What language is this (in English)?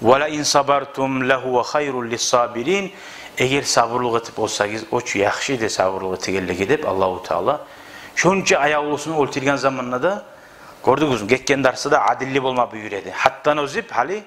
Kumyk